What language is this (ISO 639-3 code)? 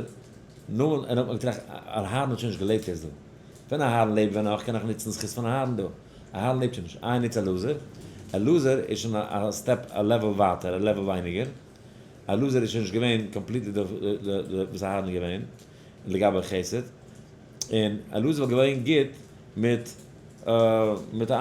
yid